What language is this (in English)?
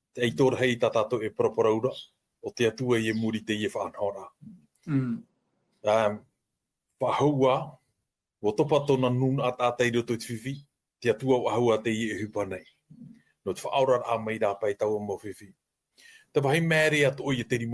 Tahitian